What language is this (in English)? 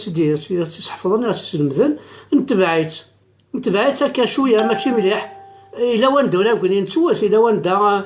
Kabyle